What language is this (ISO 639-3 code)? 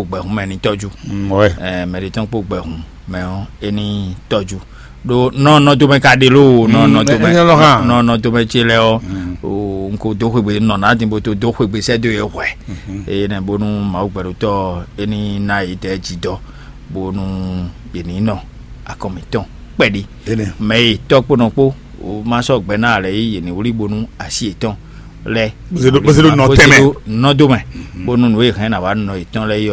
fon